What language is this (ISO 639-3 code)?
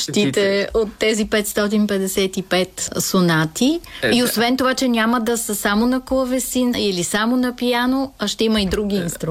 bul